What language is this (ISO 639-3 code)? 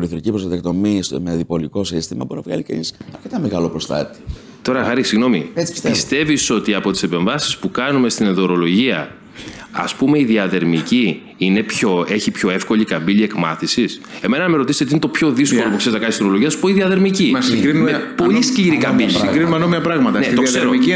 ell